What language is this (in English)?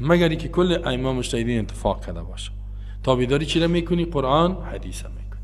Persian